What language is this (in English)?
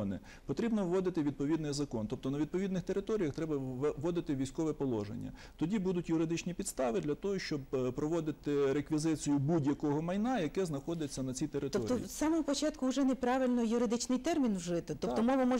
Ukrainian